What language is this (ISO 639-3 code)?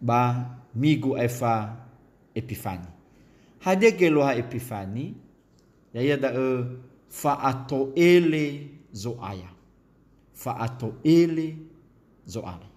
nia